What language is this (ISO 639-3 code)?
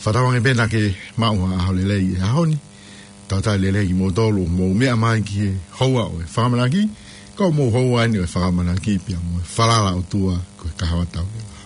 ton